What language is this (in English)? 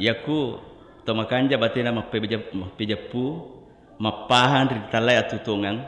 Buginese